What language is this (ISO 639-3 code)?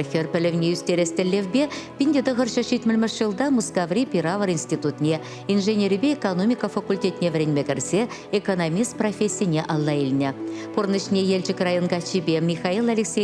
chv